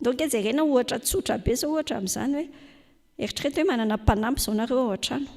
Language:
Malagasy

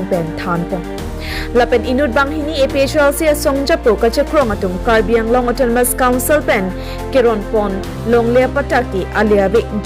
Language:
Karbi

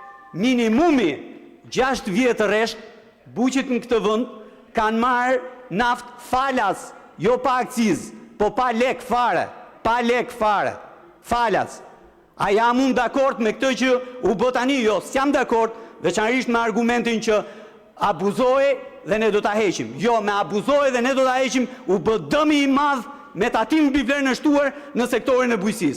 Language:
Albanian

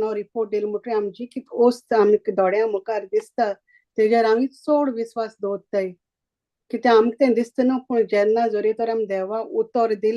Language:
Konkani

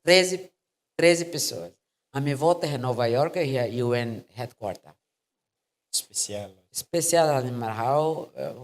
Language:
Tetum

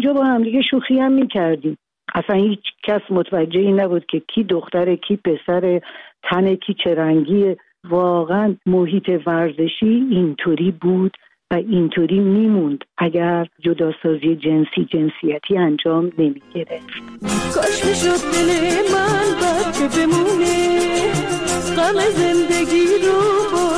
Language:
Persian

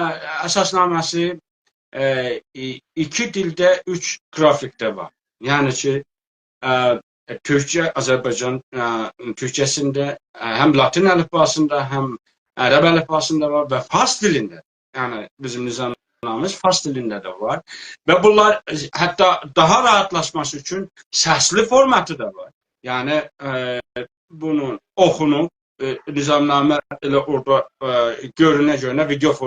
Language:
South Azerbaijani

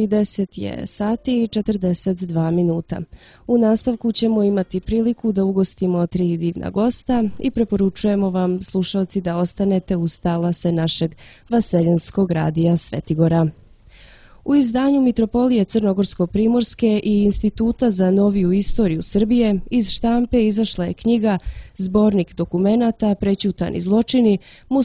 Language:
Serbian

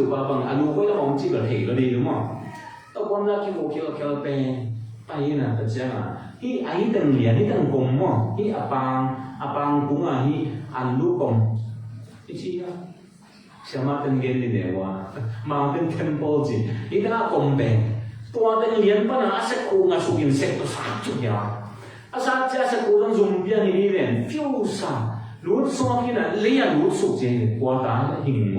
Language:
Tedim Chin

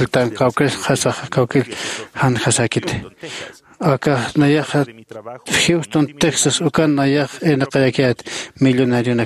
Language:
Aymara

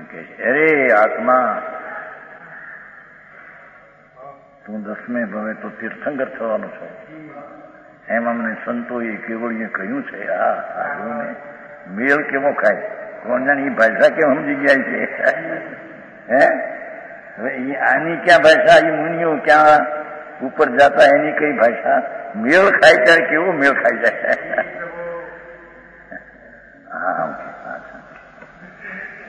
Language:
Gujarati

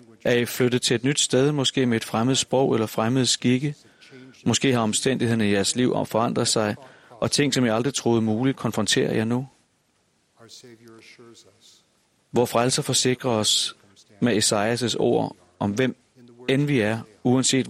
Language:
Danish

